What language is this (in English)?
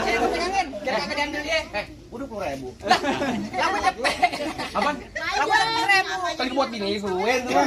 Betawi